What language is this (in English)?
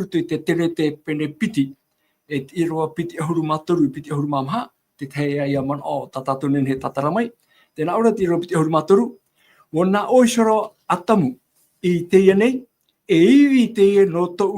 Tahitian